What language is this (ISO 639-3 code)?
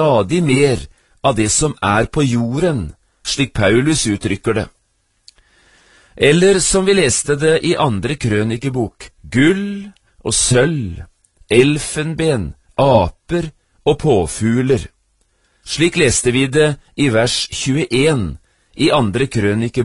nor